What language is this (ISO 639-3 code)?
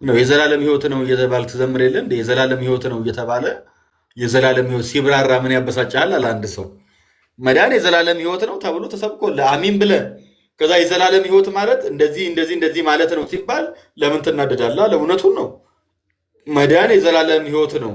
amh